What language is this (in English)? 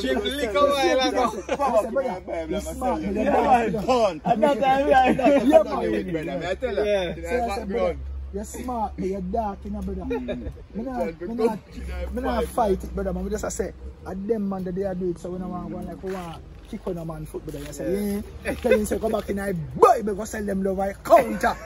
Jamaican Creole English